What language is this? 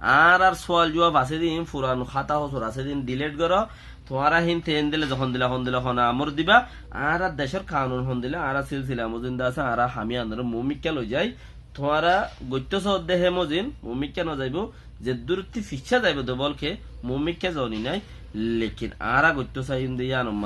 Rohingya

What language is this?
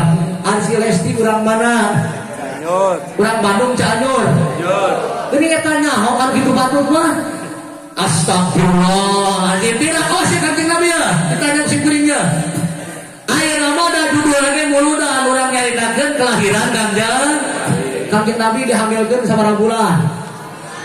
Sundanese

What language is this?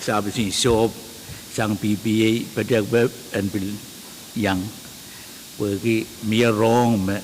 Pohnpeian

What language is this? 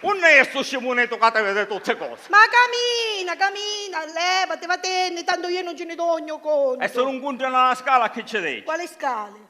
Sicilian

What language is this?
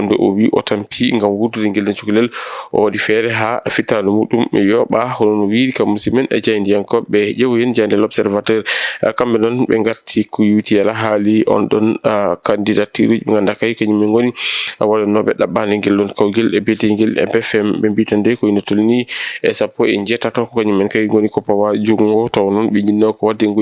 Fula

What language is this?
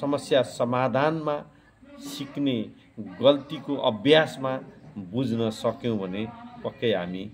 Nepali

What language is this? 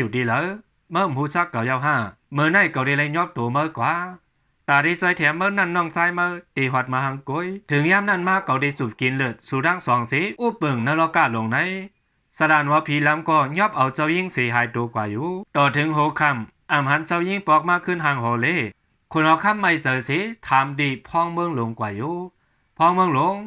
Shan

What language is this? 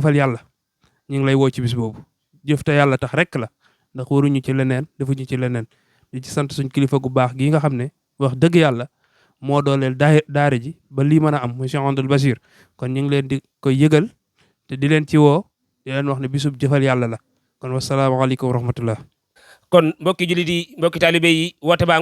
Wolof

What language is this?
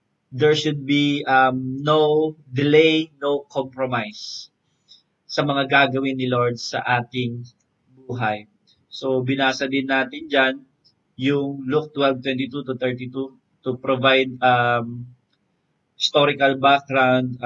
Filipino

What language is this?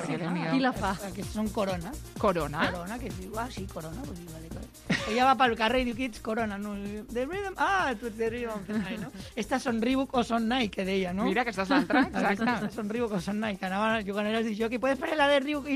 Catalan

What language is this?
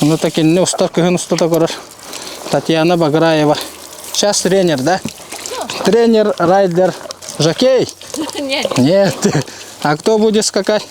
Yakut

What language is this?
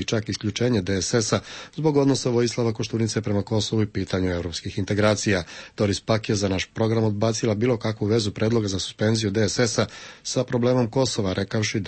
Serbian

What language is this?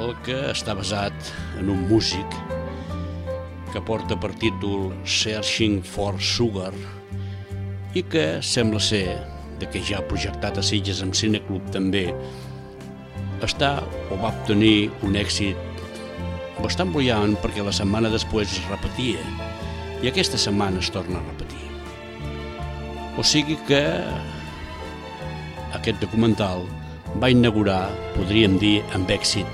Catalan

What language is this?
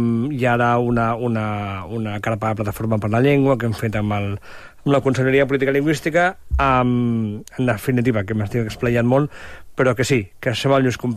Catalan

